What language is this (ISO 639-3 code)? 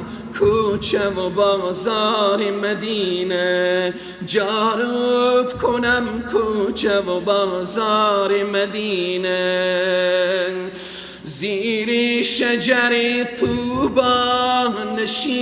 fas